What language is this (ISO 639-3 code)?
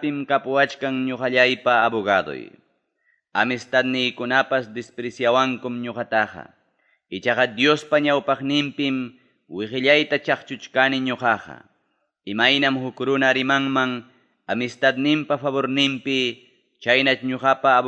quy